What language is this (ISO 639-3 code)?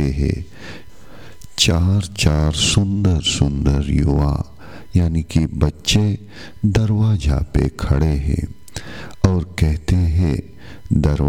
hin